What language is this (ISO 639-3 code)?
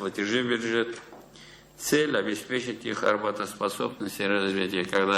tat